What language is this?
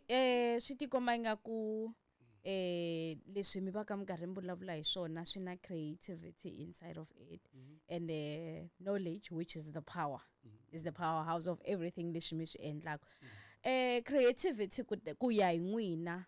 Tsonga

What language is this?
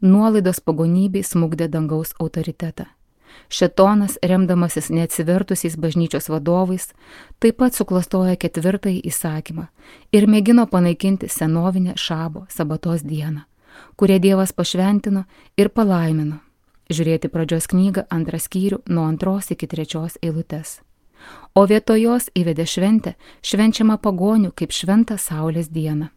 Lithuanian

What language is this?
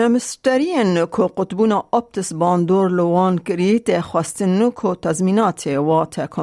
Kurdish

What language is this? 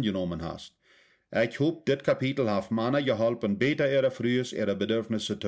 Plautdietsch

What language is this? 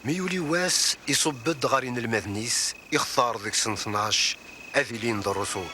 Kabyle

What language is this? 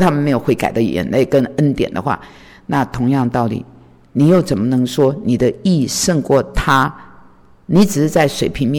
Chinese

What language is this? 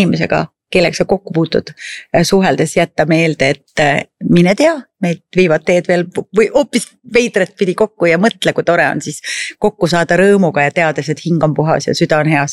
Estonian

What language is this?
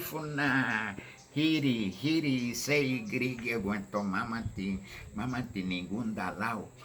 Garifuna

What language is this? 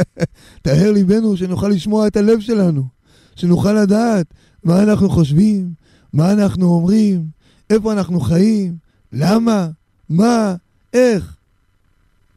Hebrew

